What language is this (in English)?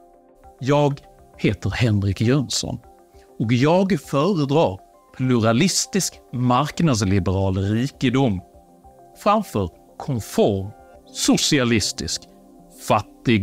Swedish